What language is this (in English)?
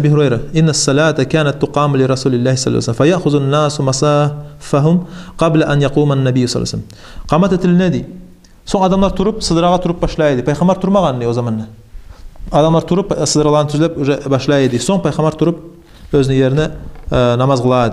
Kumyk